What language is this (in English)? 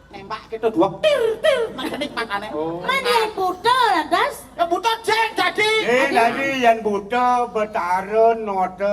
Balinese